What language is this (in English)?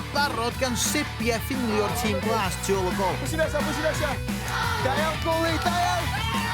Welsh